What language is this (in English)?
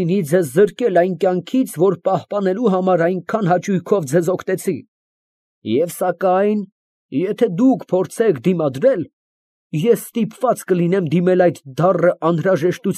Armenian